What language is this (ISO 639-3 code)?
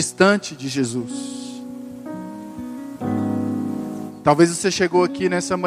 por